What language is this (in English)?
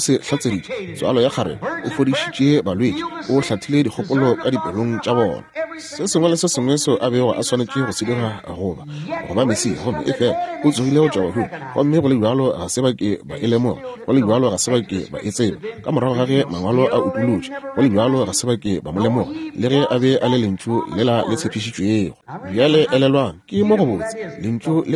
Northern Sotho